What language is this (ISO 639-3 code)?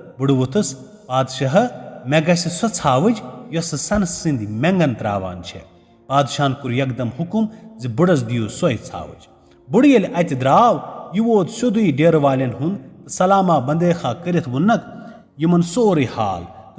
kas